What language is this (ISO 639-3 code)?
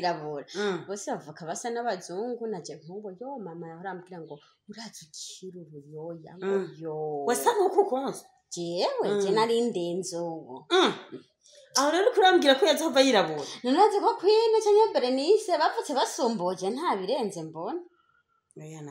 run